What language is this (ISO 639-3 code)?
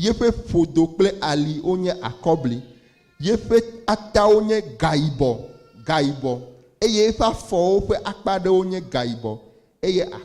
ewe